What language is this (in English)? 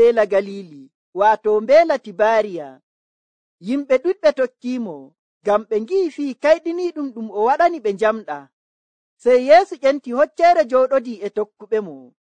Nigerian Fulfulde